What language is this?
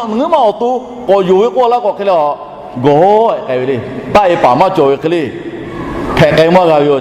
Lahu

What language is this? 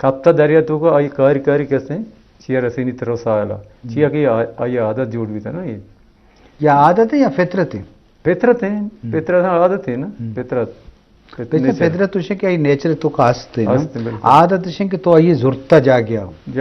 Eastern Balochi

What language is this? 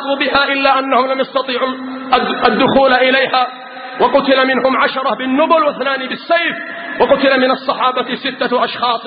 Arabic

